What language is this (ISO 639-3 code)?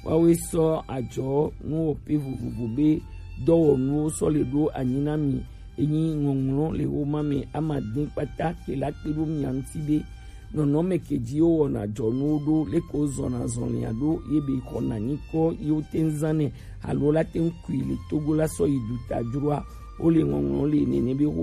gej